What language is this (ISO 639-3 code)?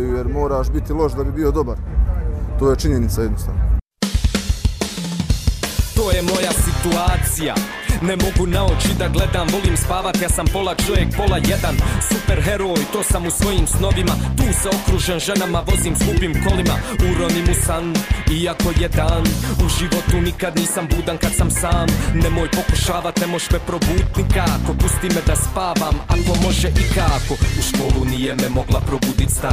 bos